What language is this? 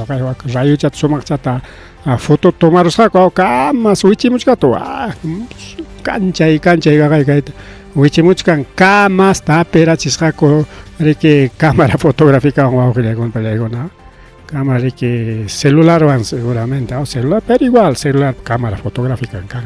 Ayacucho Quechua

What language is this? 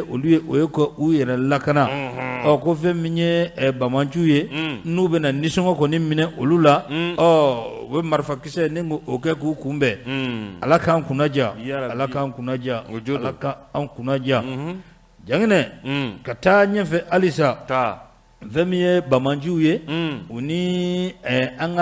Bambara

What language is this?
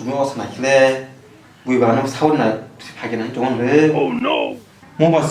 Kok Borok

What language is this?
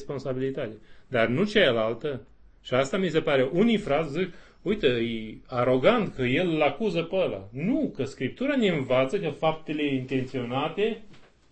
Romanian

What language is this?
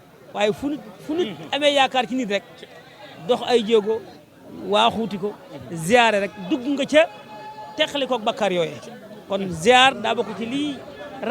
Wolof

